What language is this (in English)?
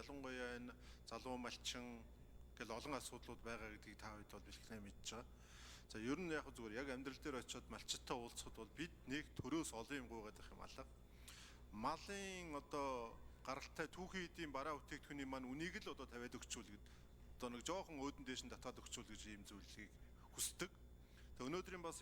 Mongolian